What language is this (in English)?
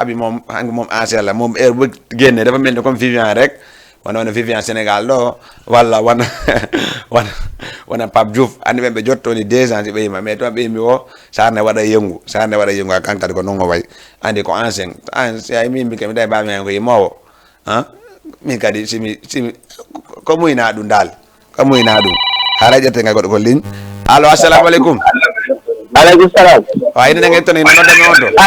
Fula